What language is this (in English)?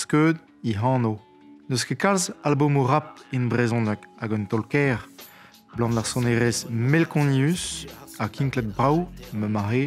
Breton